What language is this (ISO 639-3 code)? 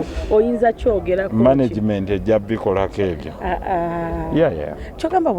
lug